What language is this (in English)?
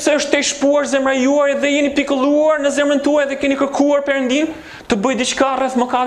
Albanian